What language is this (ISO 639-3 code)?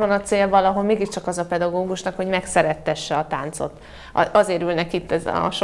hun